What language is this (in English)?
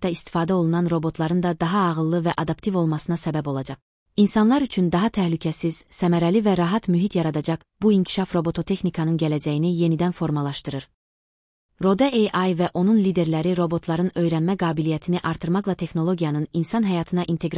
Azerbaijani